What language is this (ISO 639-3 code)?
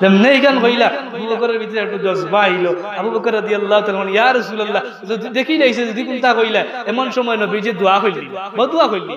syl